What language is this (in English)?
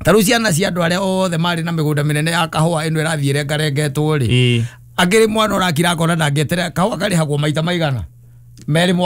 Kikuyu